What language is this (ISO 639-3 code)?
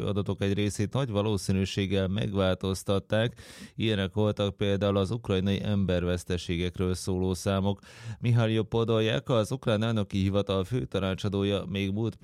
hun